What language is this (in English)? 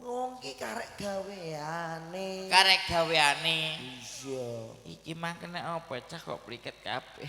Javanese